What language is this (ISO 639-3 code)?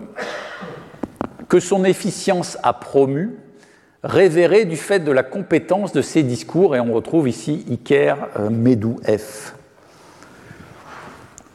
fra